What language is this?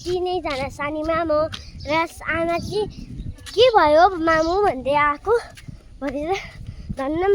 Nepali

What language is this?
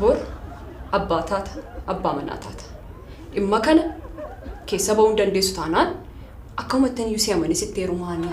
Oromo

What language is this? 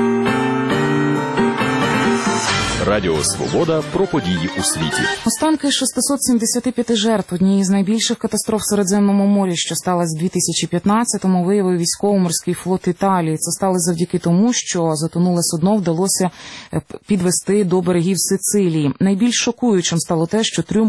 Ukrainian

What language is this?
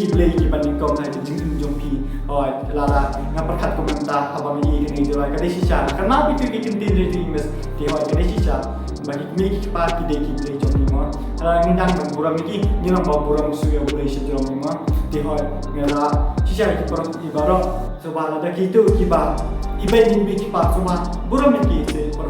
Khasi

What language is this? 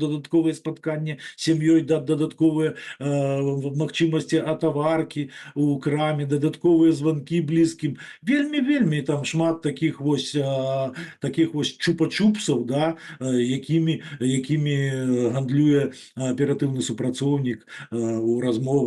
Belarusian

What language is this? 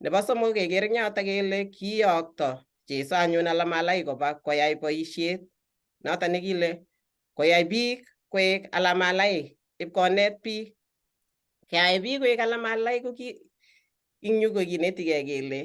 Kalenjin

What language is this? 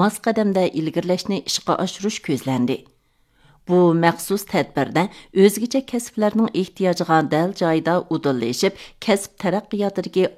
Uyghur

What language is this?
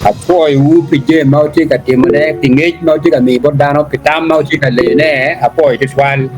Acoli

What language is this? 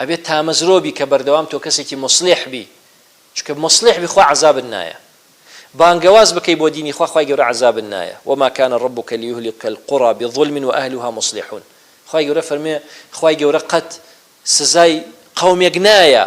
Central Kurdish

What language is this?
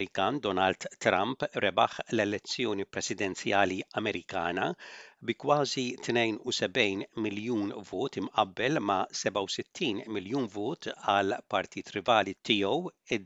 Maltese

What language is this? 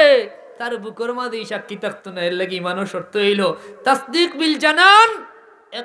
Sylheti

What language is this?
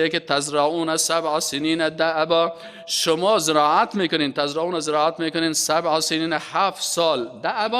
Persian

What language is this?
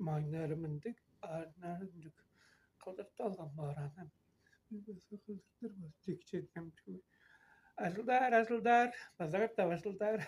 Tuvinian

